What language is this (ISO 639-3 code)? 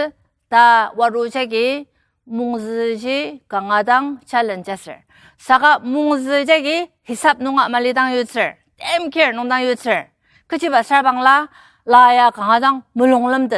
njo